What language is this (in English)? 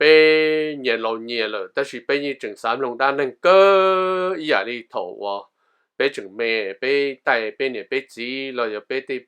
Hmong